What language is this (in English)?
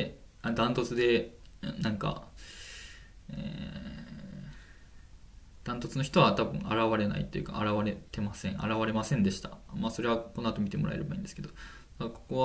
Japanese